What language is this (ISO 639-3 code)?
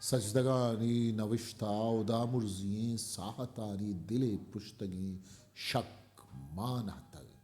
bgp